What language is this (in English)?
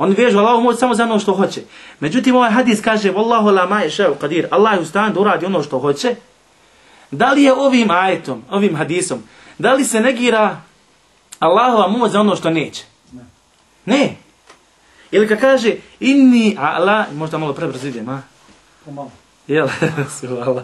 Bosnian